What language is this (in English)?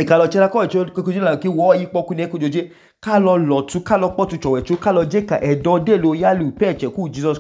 Idoma